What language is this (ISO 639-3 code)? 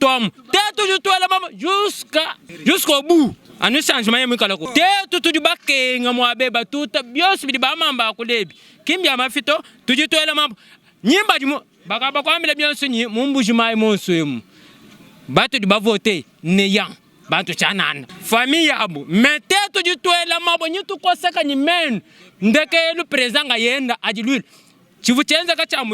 lua